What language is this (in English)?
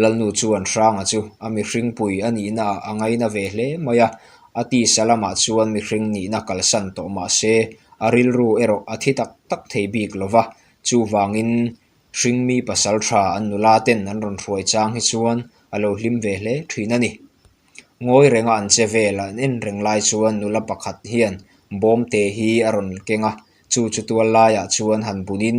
Mizo